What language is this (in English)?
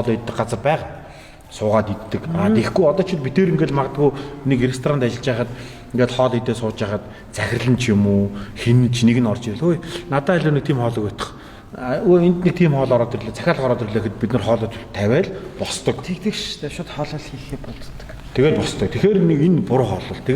Mongolian